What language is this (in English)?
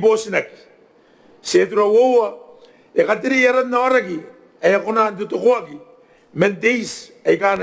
Gilbertese